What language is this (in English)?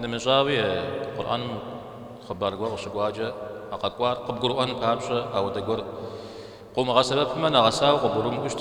Kabardian